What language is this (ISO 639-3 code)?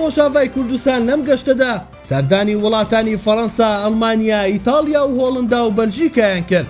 ckb